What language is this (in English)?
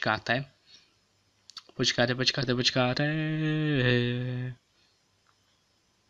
Czech